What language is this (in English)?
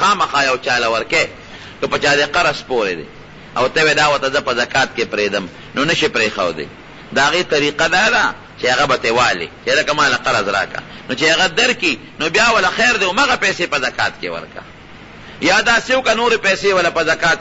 Pashto